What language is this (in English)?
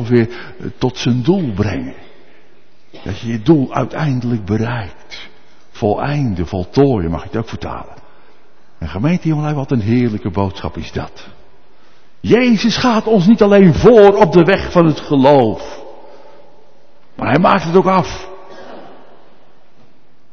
Dutch